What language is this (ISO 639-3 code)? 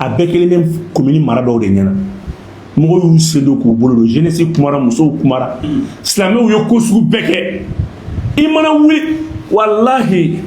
bam